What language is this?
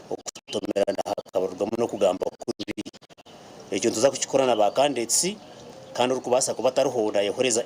Nyankole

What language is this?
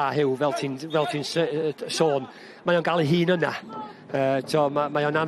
Welsh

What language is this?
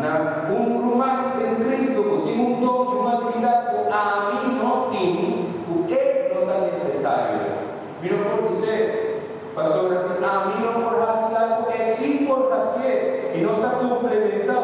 Papiamento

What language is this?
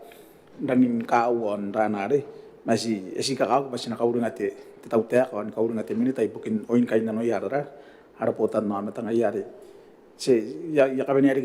Gilbertese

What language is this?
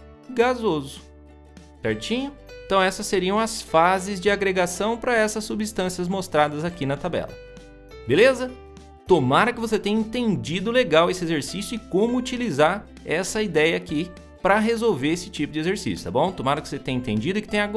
Portuguese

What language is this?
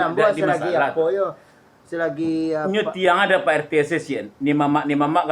Minangkabau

